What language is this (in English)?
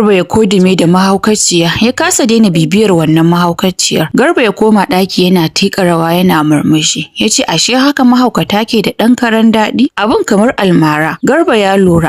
Hausa